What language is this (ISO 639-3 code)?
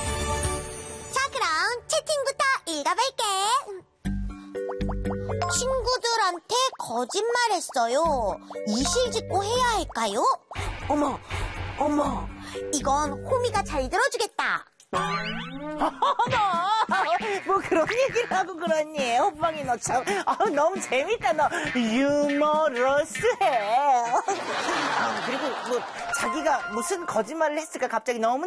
kor